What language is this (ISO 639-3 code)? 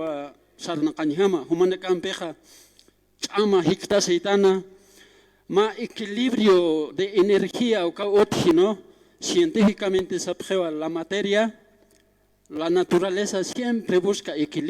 aym